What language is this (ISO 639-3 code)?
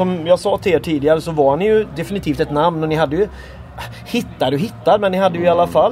swe